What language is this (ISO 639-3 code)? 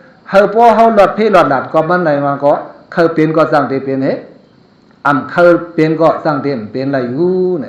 shn